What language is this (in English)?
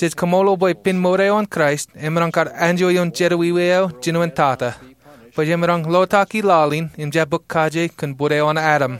Marshallese